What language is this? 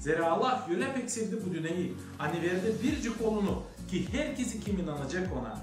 Gagauz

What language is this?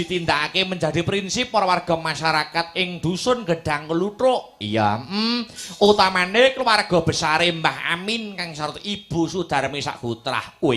Javanese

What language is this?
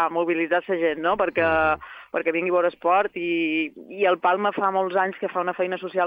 Catalan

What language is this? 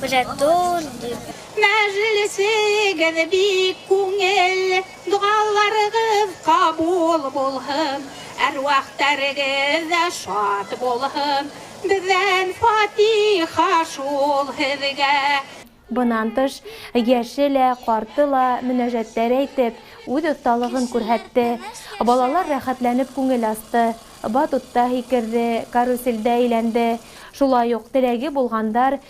Bashkir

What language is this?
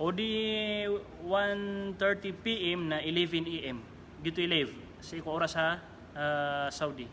Maranao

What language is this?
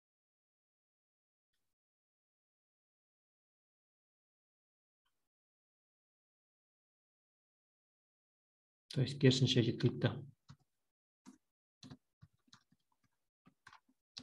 Kazakh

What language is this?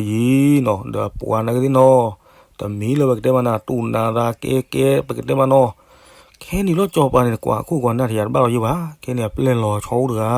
S'gaw Karen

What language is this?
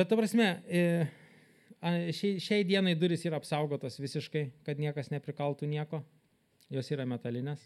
Lithuanian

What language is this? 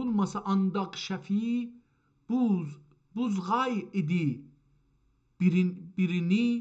South Azerbaijani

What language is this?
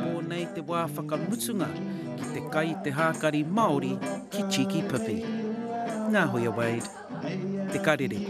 Māori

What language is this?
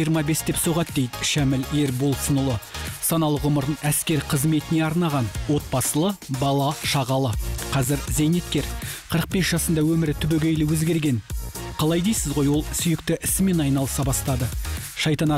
Kazakh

